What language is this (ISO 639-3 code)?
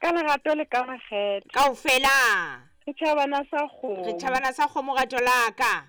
sot